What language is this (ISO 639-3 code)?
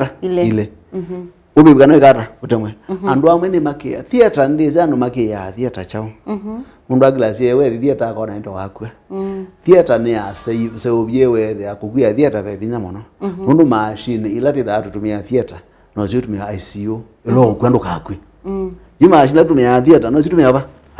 kam